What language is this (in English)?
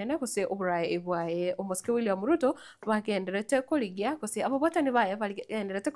Gusii